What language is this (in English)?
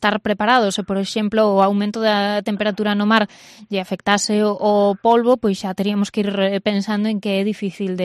Galician